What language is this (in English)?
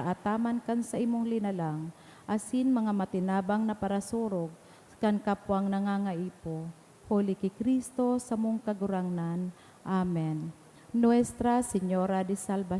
Bikol